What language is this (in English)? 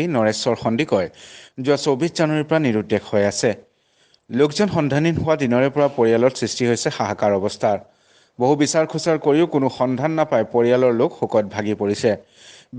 Assamese